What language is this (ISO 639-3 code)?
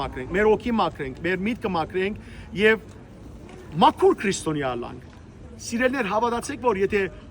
hyw